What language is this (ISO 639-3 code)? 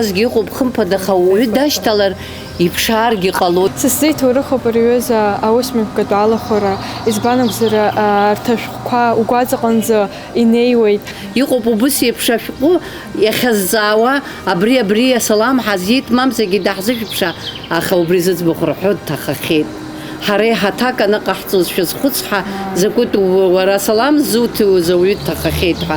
abk